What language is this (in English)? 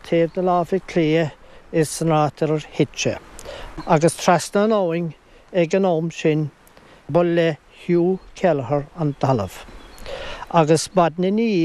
Irish